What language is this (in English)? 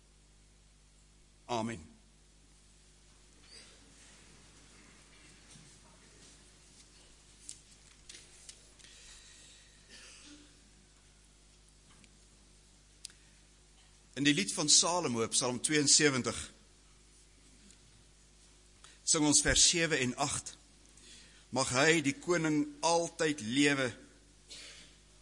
Afrikaans